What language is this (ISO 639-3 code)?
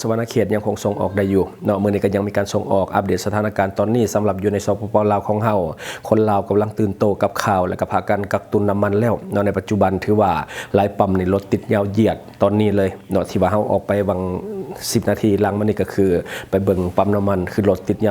lao